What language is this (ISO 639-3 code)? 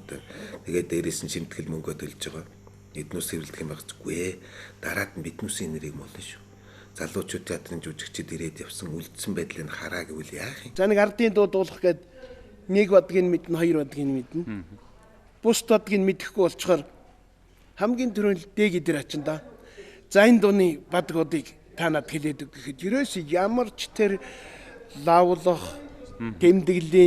mon